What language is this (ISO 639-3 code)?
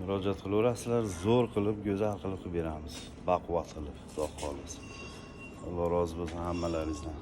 uzb